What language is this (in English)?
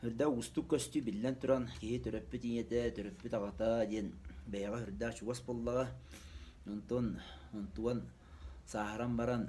Yakut